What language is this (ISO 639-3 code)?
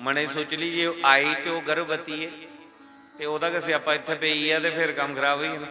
doi